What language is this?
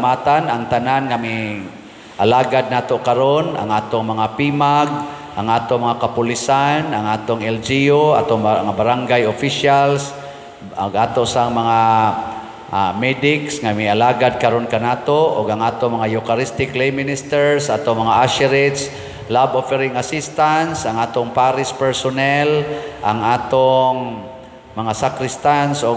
Cebuano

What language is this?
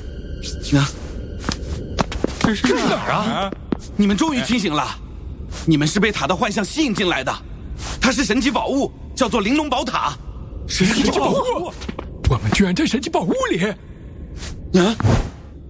Chinese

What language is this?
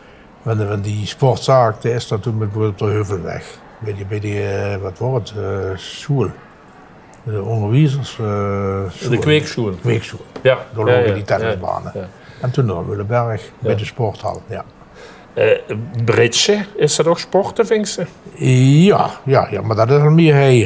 Limburgish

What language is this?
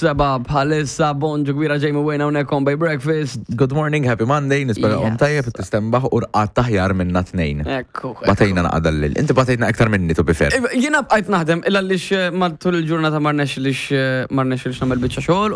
Maltese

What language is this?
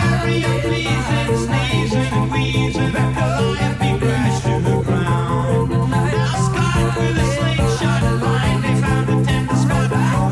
Polish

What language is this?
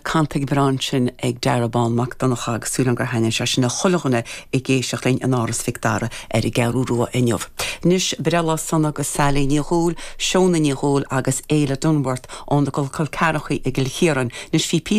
Irish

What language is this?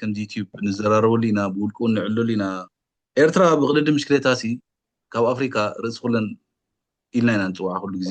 Tigrinya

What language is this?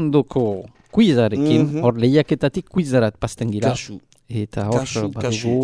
Basque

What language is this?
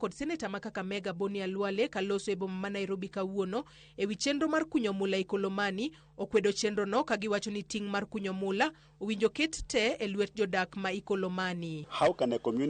Luo (Kenya and Tanzania)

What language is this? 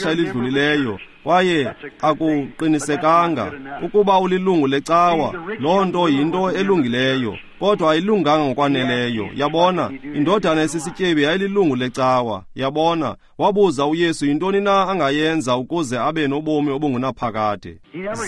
Xhosa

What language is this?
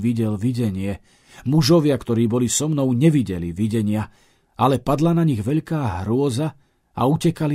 Slovak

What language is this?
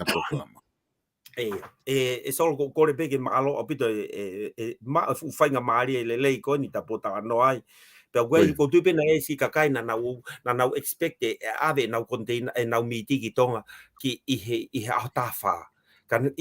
Tongan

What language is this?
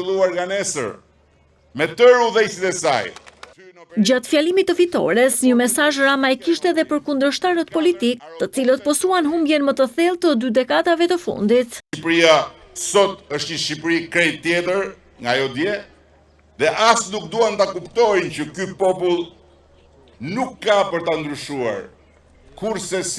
Albanian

